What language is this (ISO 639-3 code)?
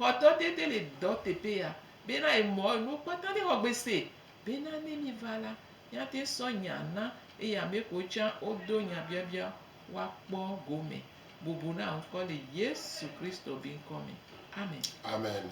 gej